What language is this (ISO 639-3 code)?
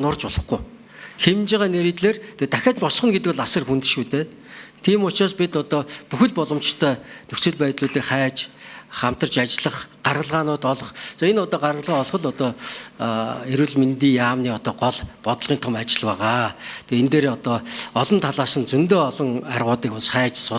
mon